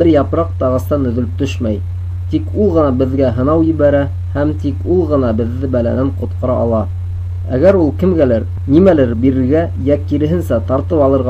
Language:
Bashkir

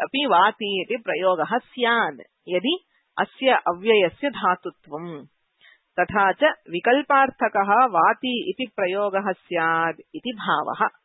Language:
Sanskrit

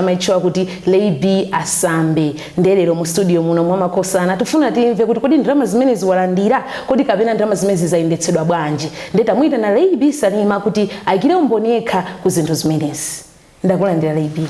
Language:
Nyanja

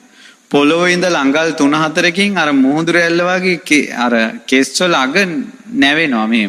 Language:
Sinhala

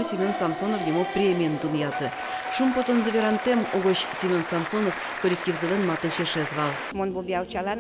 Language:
Udmurt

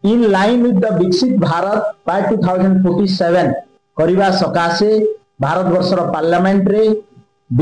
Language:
Odia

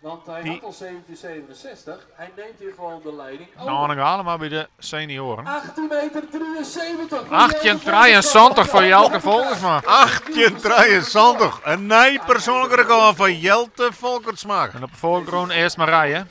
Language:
Western Frisian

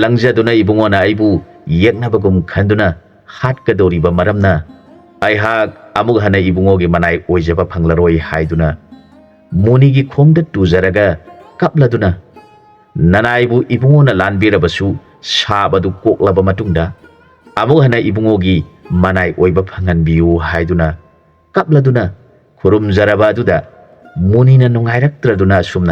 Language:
Manipuri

